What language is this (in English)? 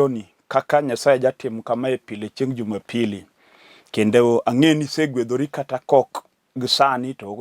Luo (Kenya and Tanzania)